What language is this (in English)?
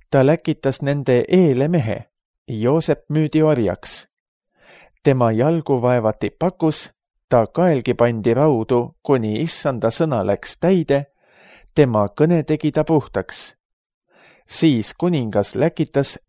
Estonian